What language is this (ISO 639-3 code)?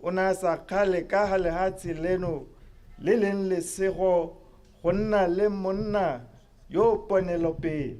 tsn